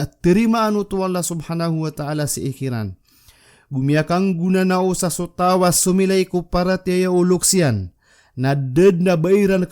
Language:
Maranao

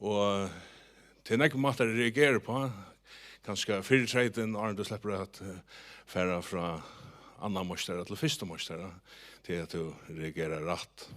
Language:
Faroese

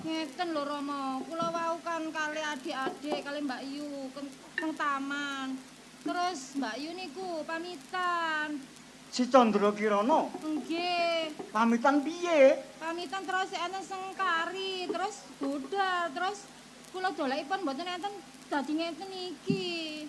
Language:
Javanese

